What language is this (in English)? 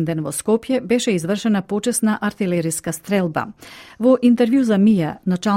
Macedonian